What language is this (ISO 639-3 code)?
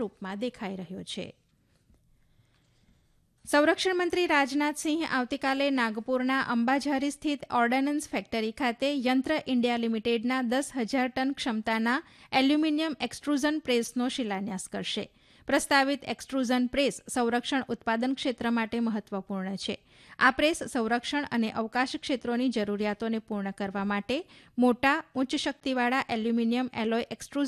guj